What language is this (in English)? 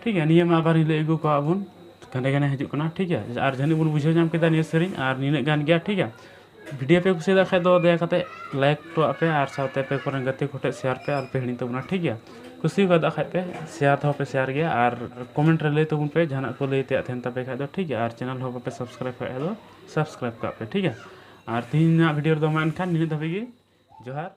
Santali